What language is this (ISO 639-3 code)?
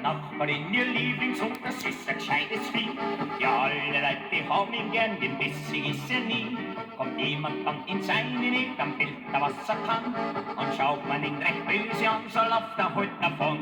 bar